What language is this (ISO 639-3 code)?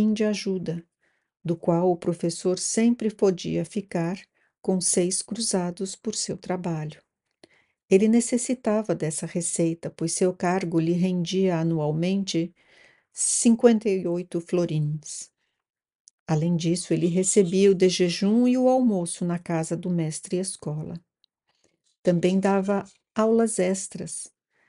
por